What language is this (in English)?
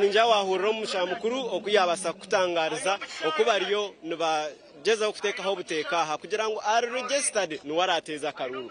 Nyankole